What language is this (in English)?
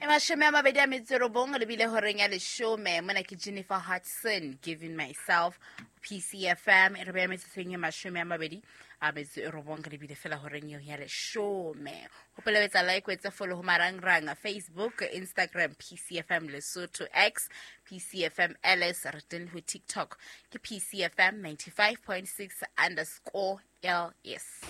Southern Sotho